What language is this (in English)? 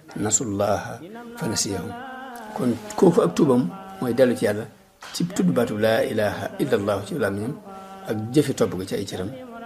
Wolof